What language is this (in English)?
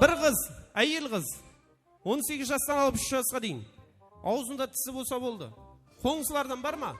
Kara-Kalpak